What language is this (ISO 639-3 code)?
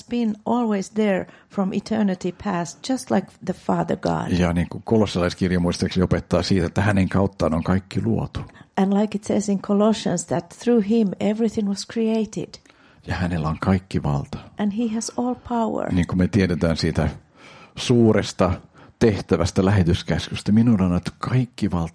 fin